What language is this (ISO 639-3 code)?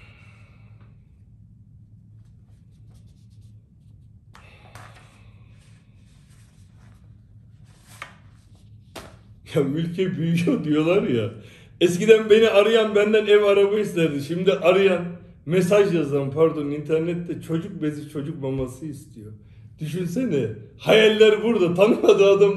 tur